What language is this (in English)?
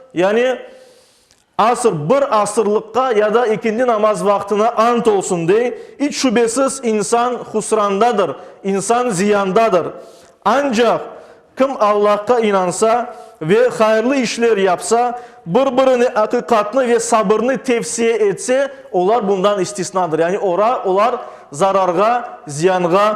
Crimean Tatar